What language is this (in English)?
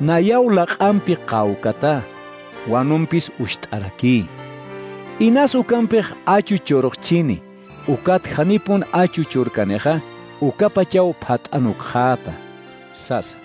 Aymara